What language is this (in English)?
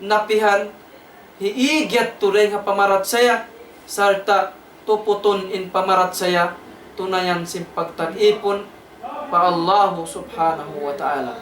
Tausug